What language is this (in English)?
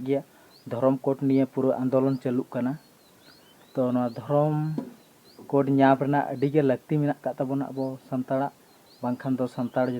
Santali